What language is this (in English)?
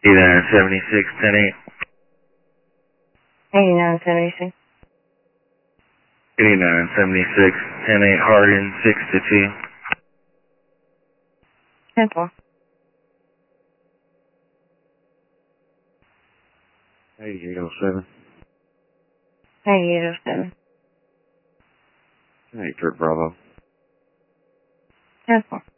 English